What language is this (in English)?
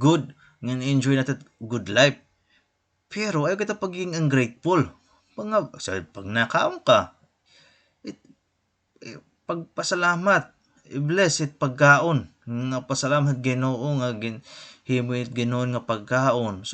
Waray